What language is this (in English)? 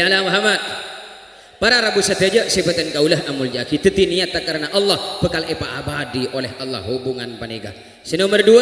Madurese